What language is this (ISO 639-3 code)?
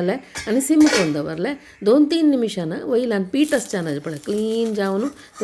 kok